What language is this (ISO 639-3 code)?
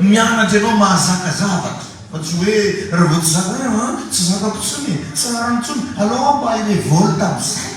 mlg